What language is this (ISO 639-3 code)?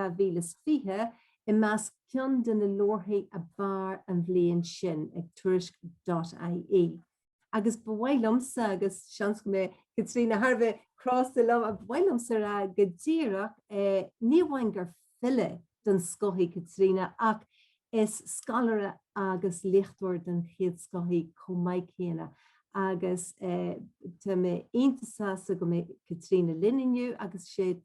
gle